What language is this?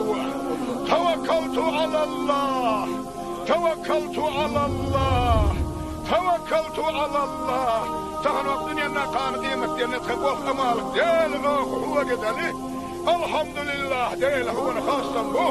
Chechen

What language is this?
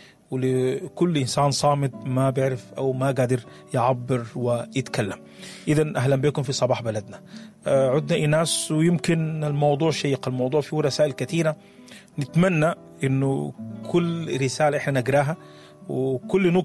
Sudanese Arabic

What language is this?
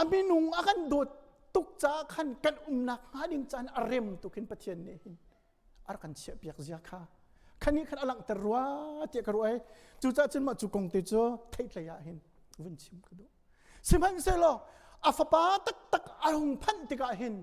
Hakha Chin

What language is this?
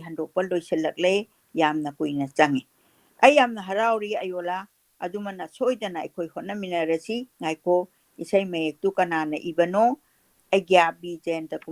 Manipuri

